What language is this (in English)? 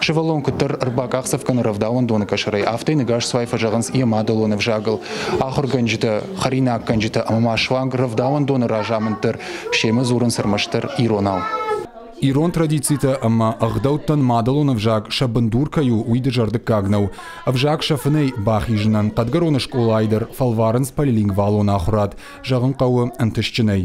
Ossetic